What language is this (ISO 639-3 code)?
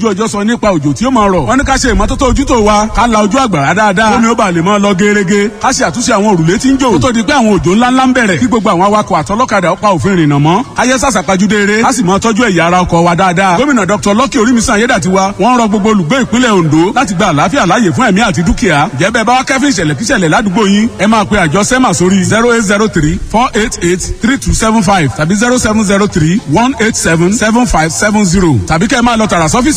yor